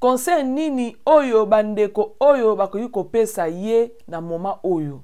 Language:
Lingala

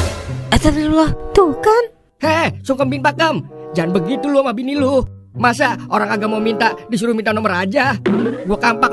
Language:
Betawi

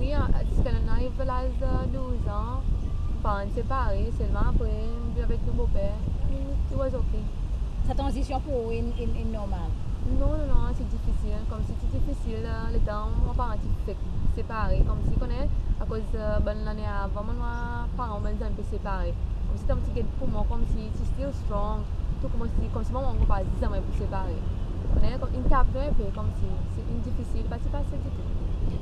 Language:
Seselwa Creole French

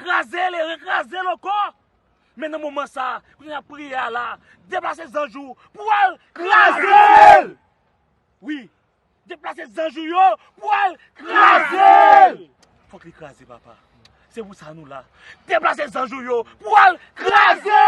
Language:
Haitian Creole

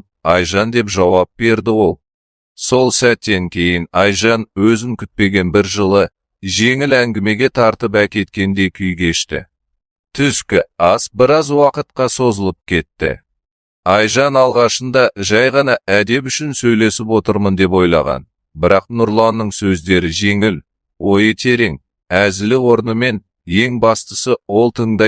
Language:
Kazakh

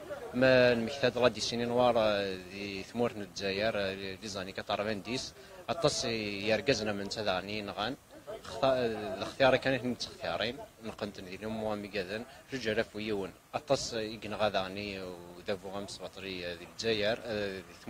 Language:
Kabyle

